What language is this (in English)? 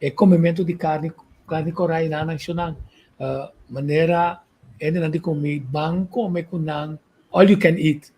Papiamento